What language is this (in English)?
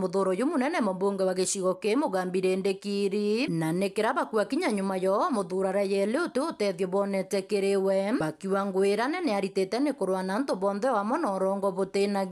Meru